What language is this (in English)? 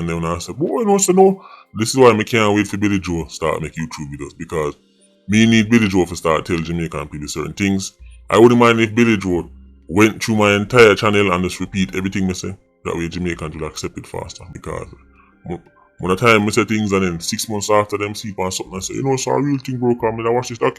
Jamaican Creole English